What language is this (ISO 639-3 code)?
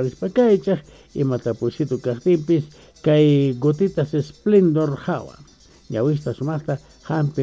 que